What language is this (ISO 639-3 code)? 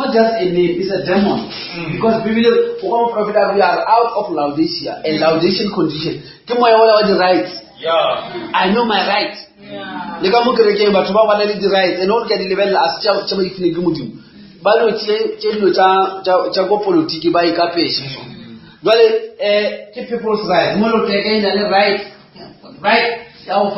nso